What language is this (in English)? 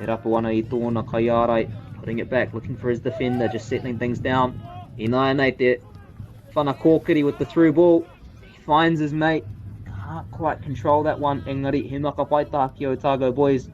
Māori